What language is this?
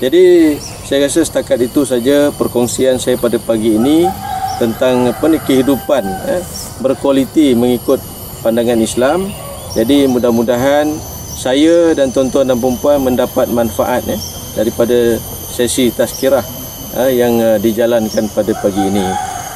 Malay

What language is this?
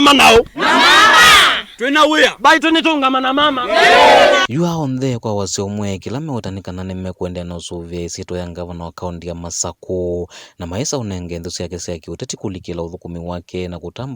Kamba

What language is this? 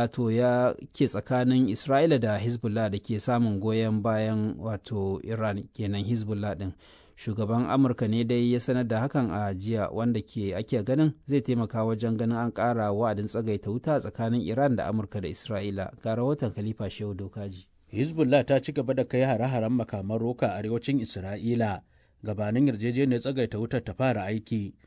Hausa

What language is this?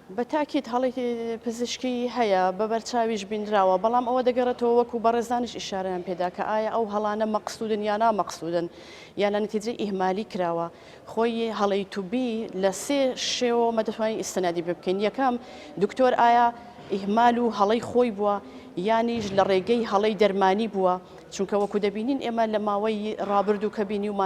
Central Kurdish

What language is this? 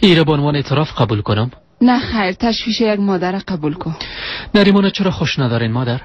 Persian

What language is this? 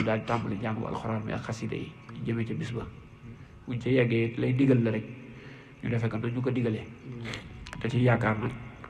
Wolof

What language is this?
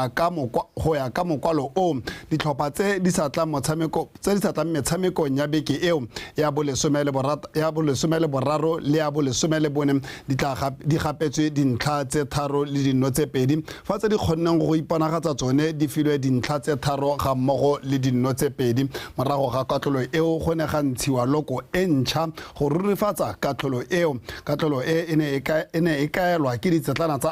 Tswana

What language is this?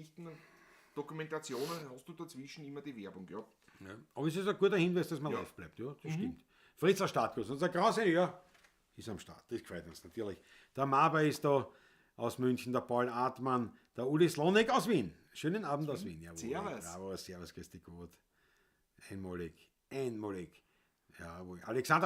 Bavarian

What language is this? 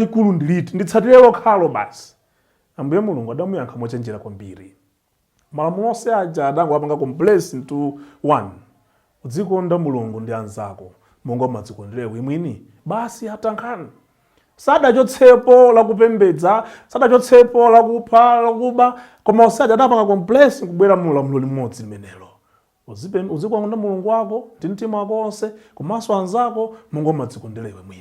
Nyanja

